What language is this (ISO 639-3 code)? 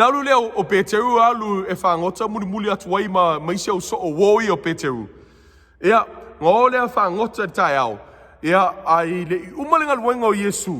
smo